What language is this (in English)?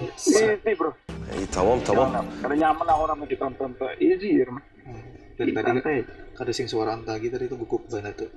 Banjar